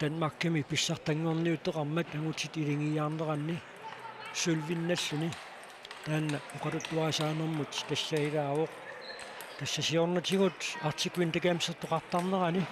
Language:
Kalaallisut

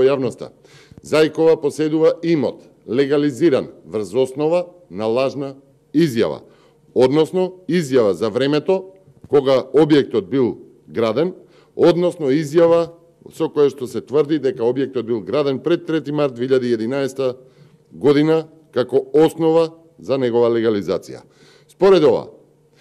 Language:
Macedonian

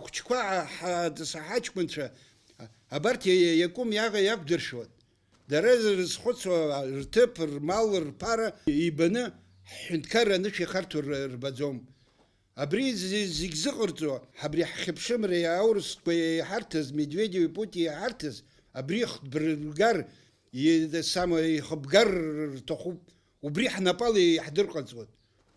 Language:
Abkhazian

